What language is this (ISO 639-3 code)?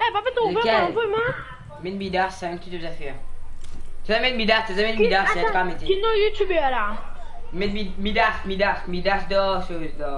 mfe